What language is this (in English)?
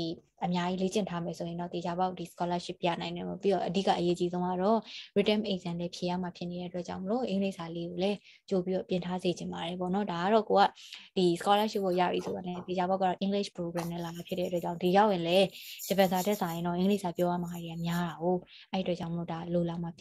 Burmese